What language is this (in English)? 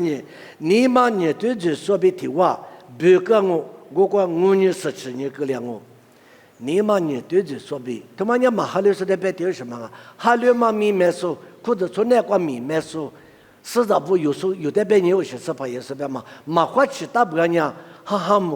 Lisu